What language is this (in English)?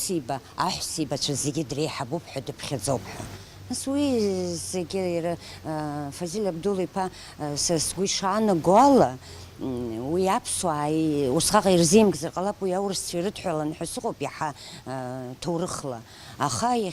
Abkhazian